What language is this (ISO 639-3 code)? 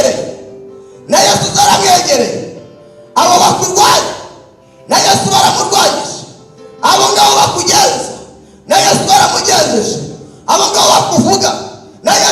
kin